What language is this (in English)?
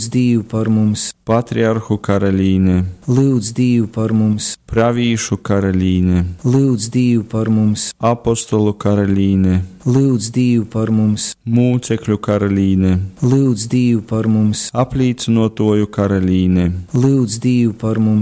Latgalian